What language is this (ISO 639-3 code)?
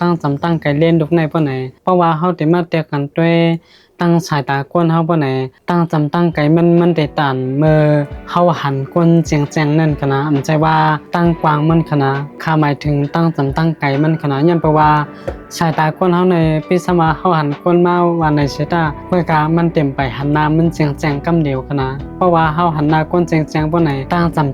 shn